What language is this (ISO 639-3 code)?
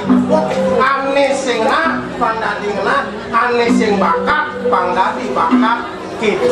ban